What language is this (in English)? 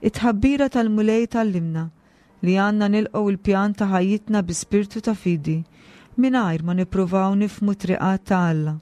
Maltese